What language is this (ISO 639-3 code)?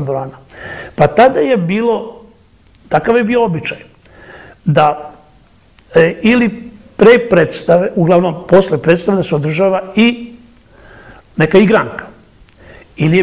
srp